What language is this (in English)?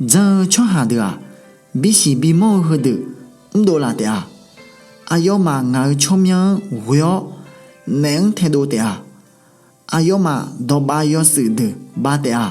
Akha